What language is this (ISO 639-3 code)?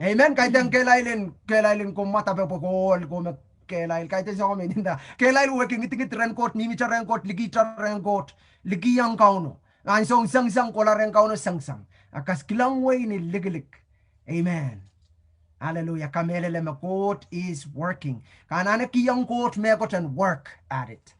pon